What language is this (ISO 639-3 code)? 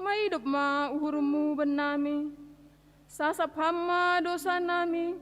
bts